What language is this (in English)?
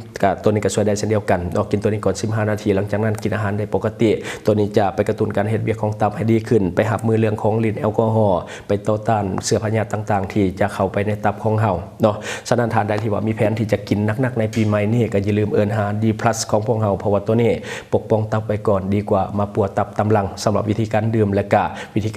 Lao